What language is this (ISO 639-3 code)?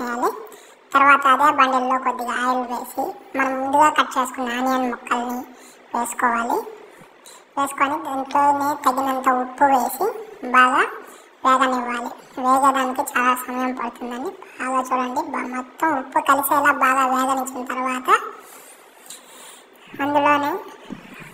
tel